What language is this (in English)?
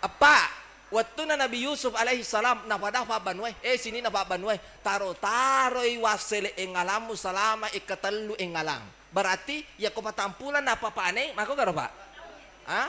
Buginese